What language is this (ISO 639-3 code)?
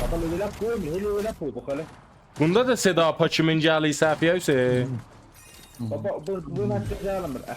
azb